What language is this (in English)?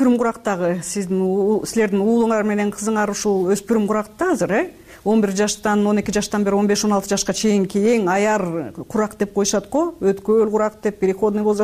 Kyrgyz